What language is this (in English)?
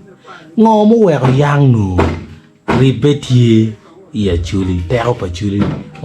Acoli